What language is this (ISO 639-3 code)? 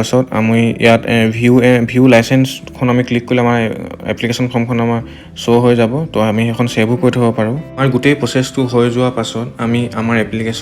asm